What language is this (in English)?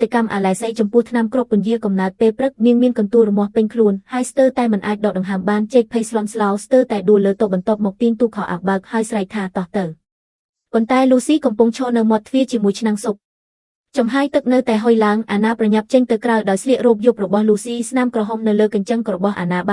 Khmer